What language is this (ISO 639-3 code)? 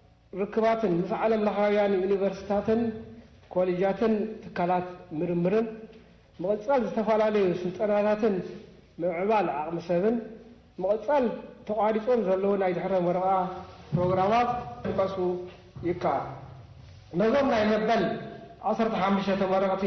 tir